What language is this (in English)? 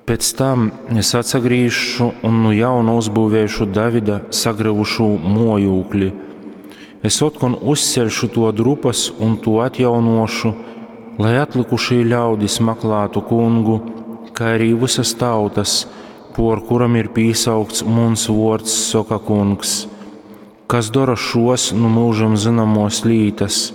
Latgalian